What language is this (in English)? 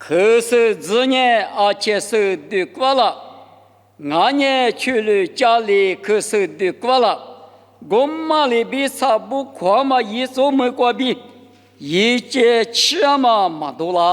Lisu